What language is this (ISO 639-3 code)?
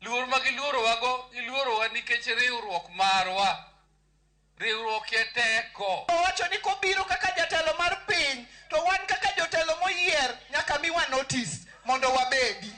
luo